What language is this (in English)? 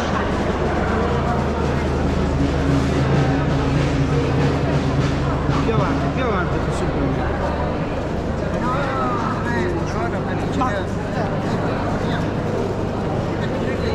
Italian